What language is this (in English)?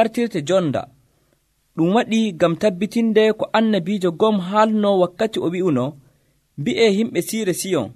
Nigerian Fulfulde